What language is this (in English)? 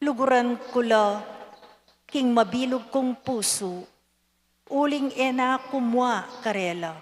Pampanga